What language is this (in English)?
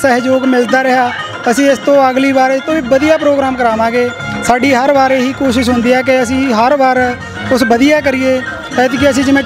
Punjabi